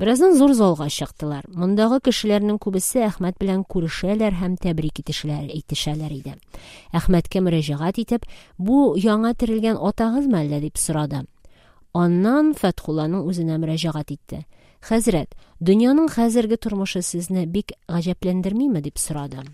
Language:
Tatar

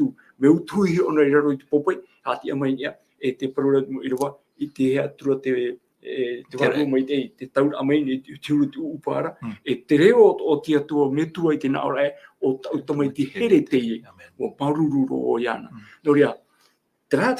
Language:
Tahitian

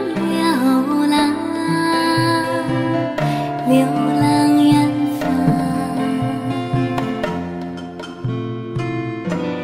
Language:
Chinese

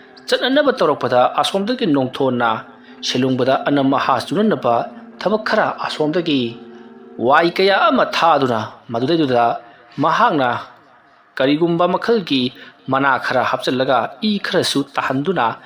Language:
Manipuri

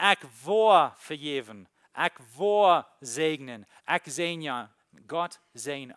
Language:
Plautdietsch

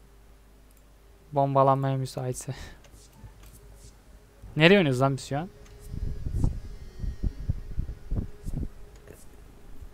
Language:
Turkish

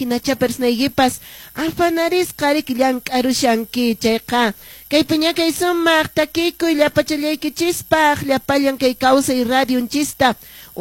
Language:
Quechua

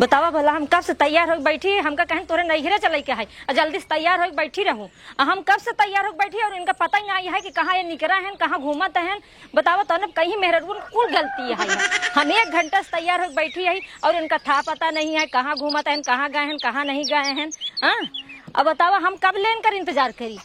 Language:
Awadhi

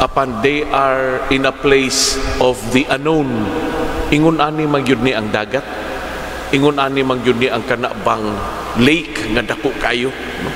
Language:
Cebuano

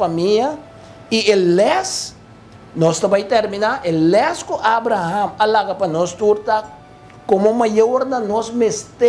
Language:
Papiamento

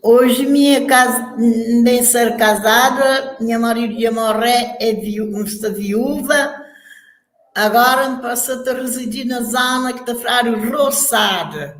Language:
Kabuverdianu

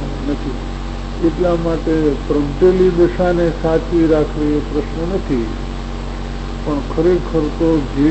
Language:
Gujarati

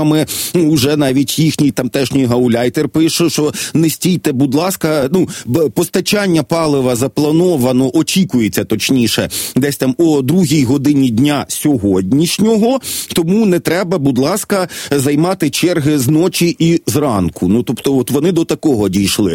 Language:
Ukrainian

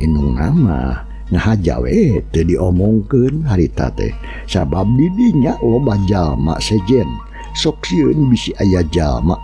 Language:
Sundanese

